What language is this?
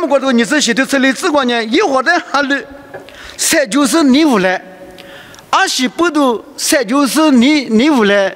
Lisu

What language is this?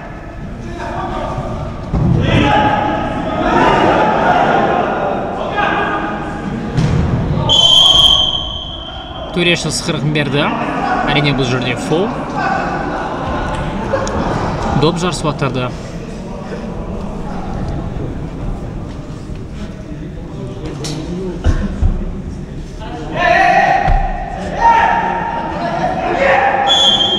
Kazakh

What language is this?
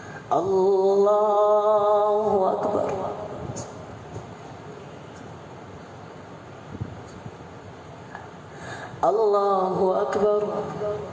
Arabic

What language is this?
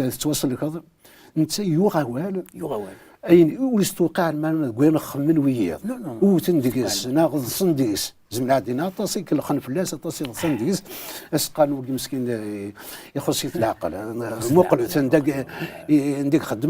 Kabyle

